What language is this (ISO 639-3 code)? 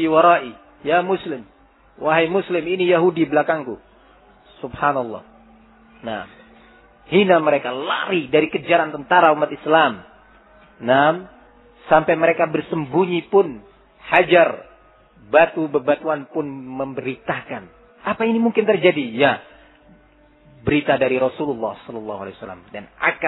ind